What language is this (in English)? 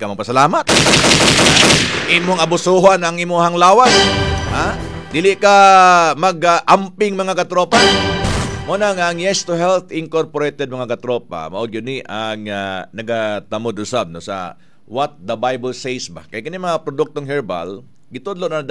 Cebuano